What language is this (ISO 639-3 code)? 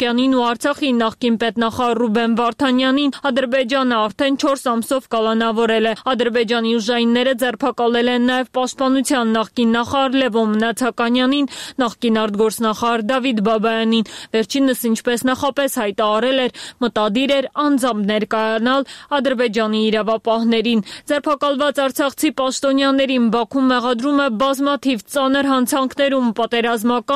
hye